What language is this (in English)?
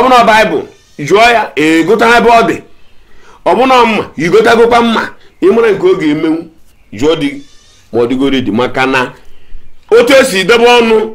Igbo